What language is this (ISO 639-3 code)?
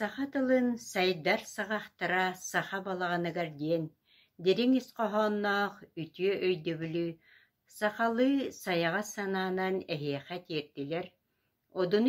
sah